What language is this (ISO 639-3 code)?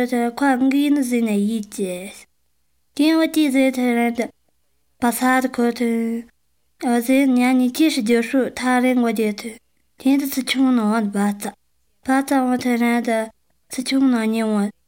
zho